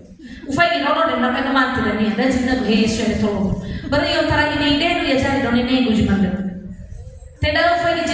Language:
Nias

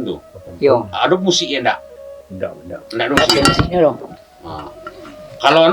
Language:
Minangkabau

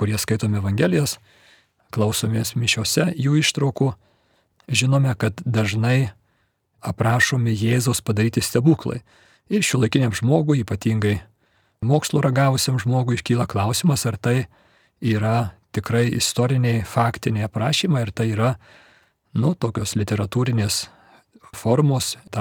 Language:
Lithuanian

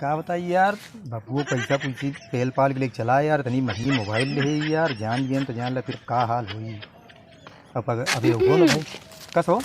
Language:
Awadhi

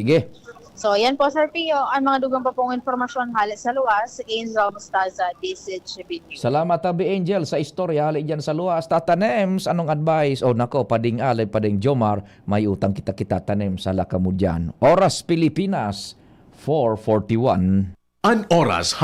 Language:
Bikol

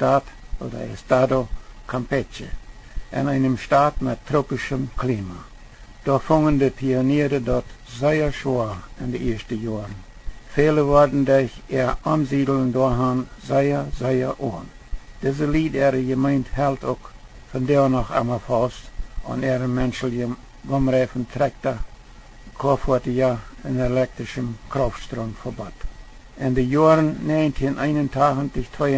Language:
Plautdietsch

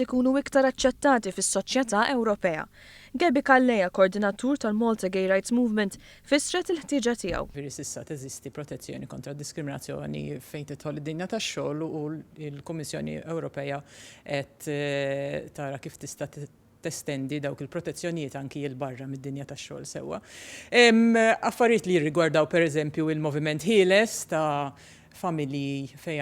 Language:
Maltese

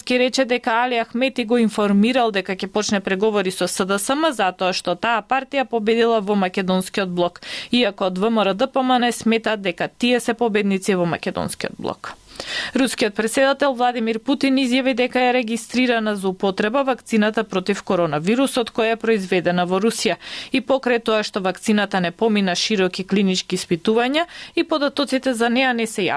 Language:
Macedonian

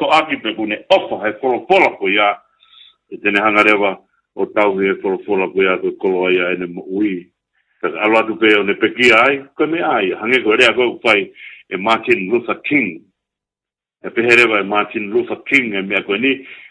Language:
Tongan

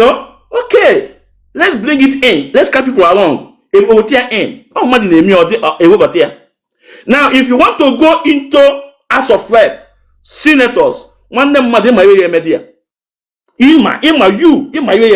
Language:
Igbo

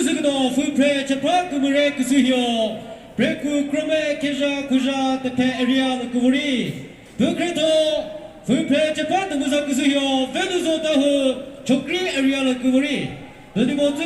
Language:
Chokri Naga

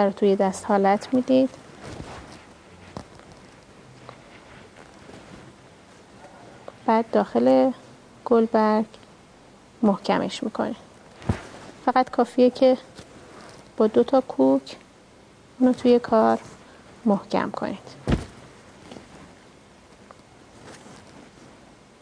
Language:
Persian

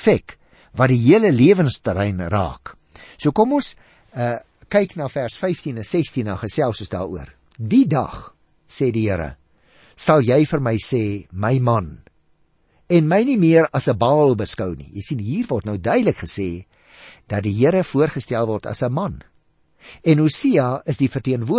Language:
Afrikaans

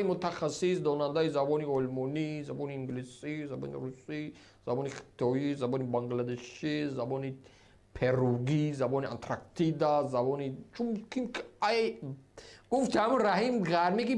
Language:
Tajik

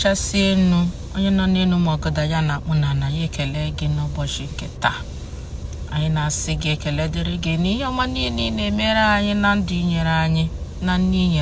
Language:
Igbo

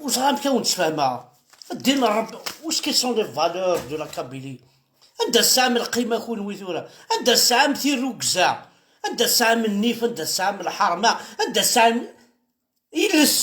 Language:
Kabyle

